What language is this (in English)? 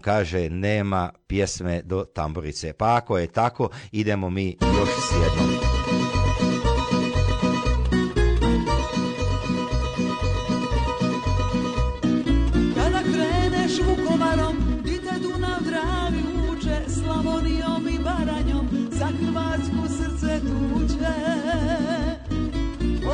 Croatian